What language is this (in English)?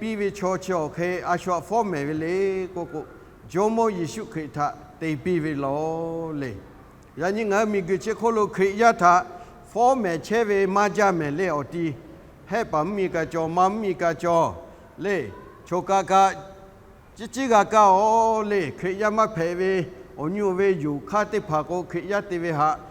Lahu